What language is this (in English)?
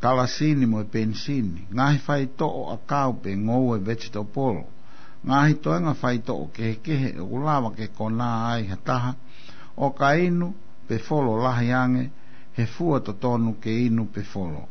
Tongan